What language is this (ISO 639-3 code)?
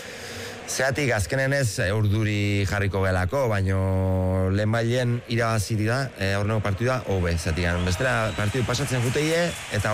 eus